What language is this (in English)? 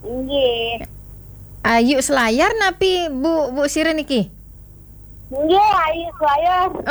Balinese